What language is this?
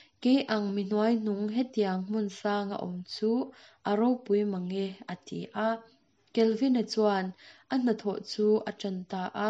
Mizo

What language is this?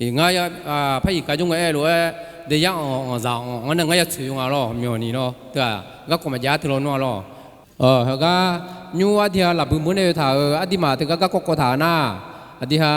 Akha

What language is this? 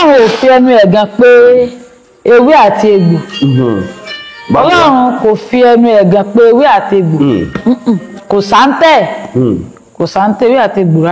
Yoruba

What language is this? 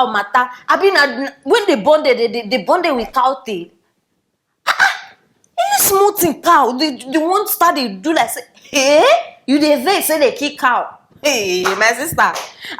Nigerian Pidgin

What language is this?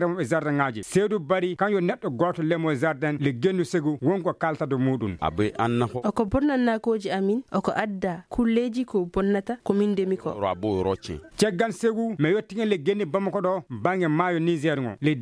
Maasina Fulfulde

